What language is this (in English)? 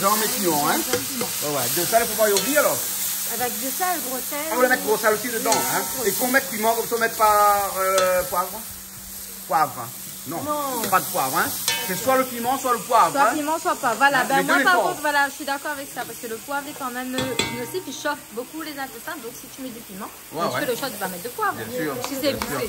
Réunion Creole French